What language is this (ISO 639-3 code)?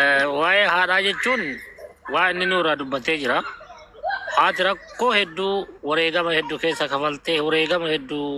orm